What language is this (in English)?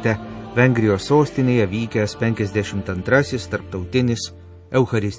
Lithuanian